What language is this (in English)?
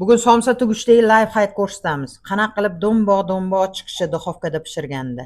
Uzbek